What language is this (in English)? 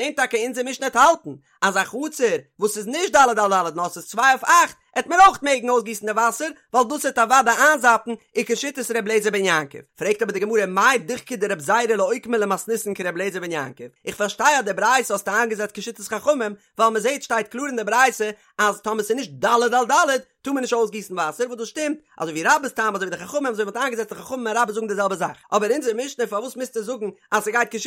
Yiddish